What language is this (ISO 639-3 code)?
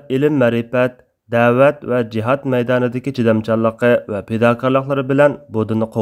uig